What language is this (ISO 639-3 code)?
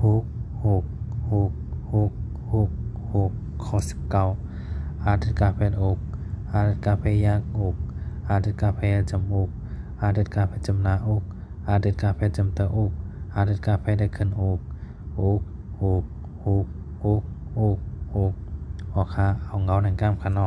shn